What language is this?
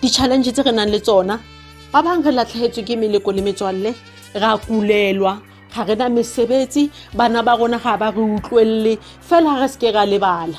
Southern Sotho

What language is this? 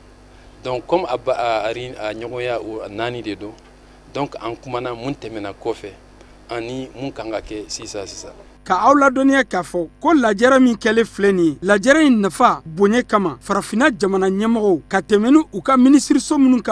Bambara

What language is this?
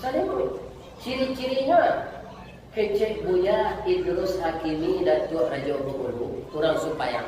Minangkabau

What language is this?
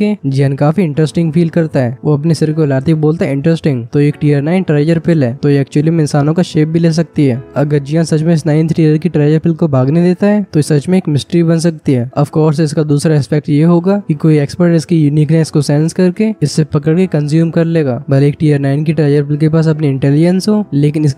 Hindi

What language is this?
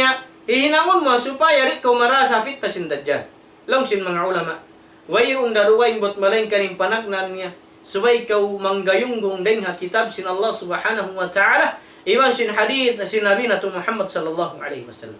Tausug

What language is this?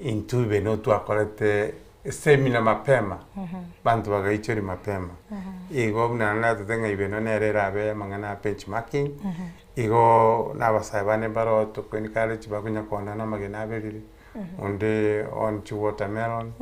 Gusii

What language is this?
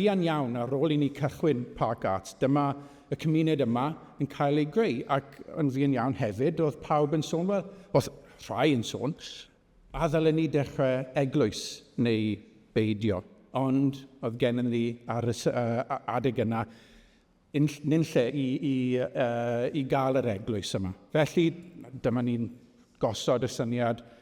Welsh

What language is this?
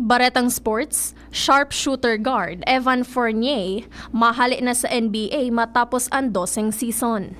Bikol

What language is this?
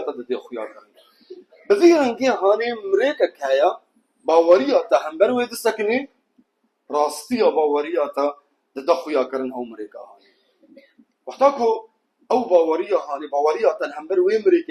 Kurdish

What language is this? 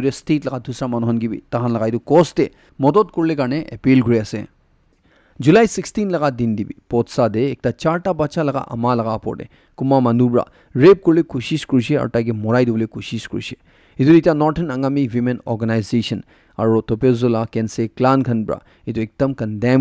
Naga Pidgin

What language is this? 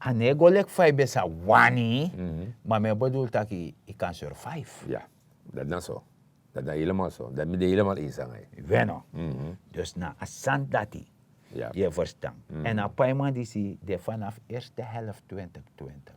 Sranan Tongo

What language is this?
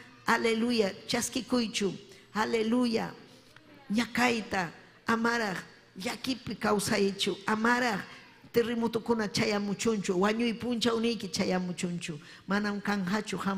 Ayacucho Quechua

